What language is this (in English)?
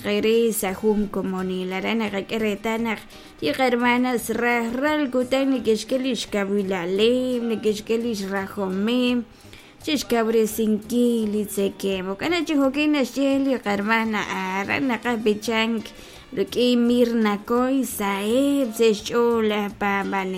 Kekchí